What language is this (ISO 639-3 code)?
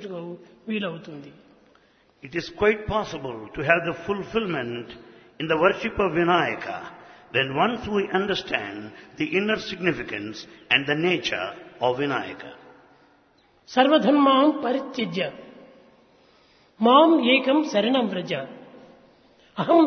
tel